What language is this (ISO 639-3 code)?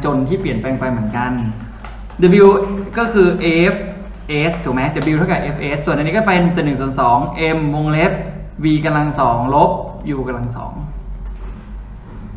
tha